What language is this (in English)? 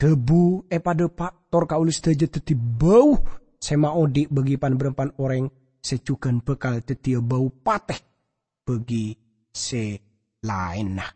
Madurese